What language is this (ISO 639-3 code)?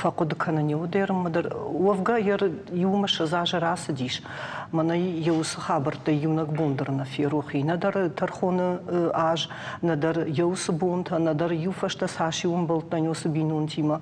oss